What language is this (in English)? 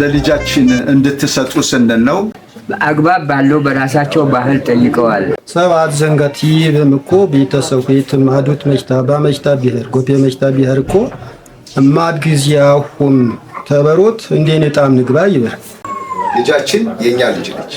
Amharic